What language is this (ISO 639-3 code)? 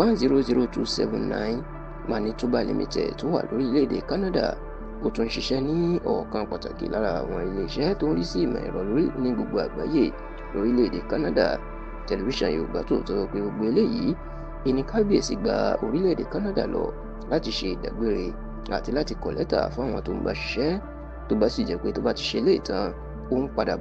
yor